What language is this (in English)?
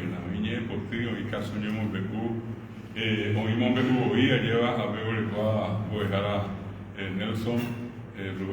Guarani